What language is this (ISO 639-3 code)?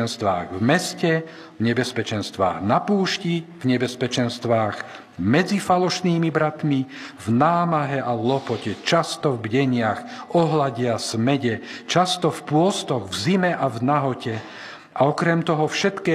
slk